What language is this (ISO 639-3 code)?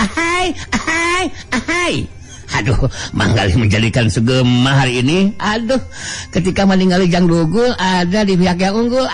sun